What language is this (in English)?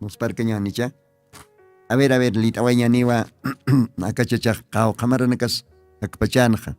Aymara